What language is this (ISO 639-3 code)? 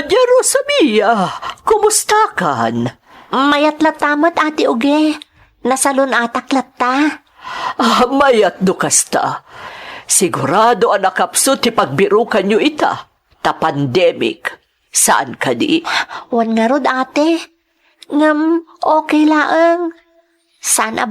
ilo